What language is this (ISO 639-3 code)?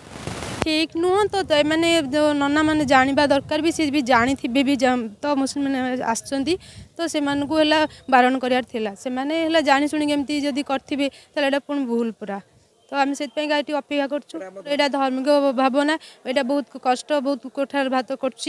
ori